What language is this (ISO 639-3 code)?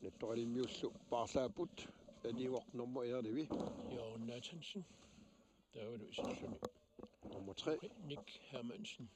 kal